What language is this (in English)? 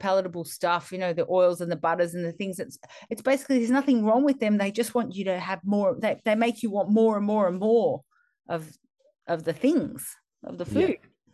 English